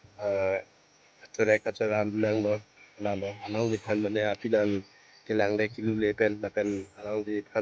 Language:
Karbi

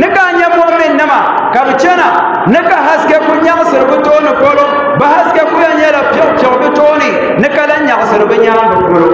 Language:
Dagbani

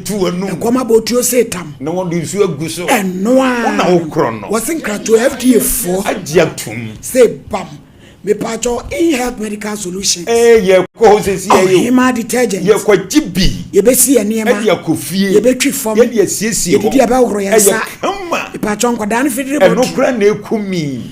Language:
Akan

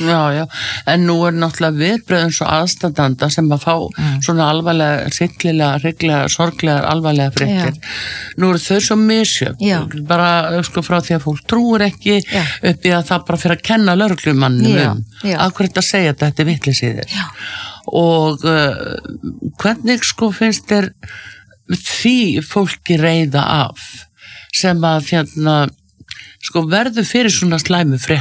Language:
Icelandic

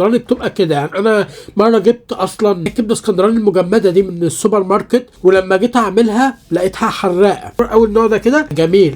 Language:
Egyptian Arabic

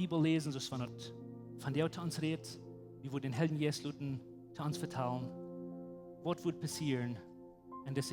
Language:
Plautdietsch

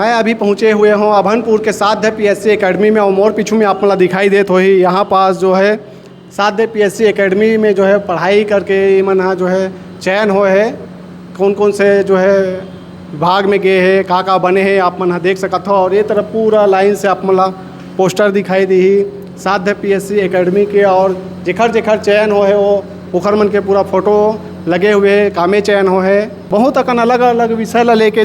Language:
Chhattisgarhi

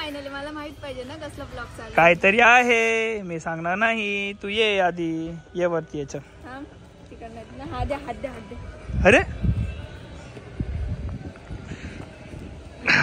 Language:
Marathi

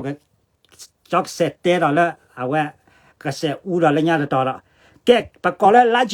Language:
S'gaw Karen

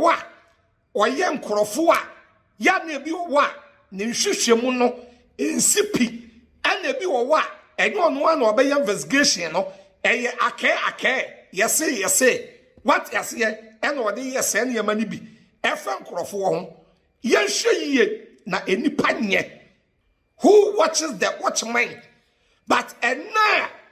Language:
Akan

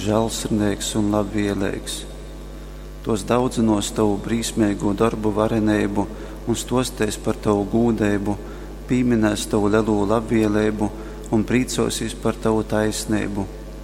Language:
Latgalian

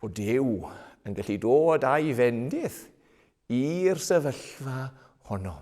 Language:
Welsh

